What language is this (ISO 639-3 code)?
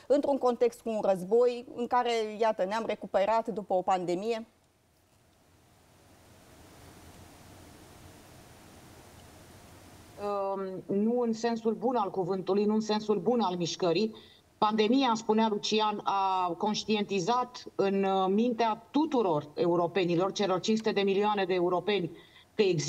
ron